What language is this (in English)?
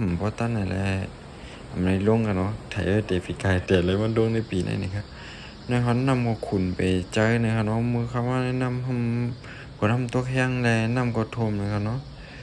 Shan